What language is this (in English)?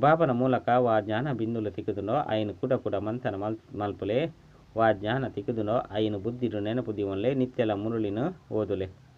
Tulu